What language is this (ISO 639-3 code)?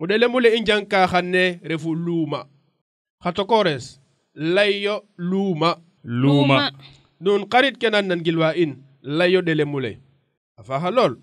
srr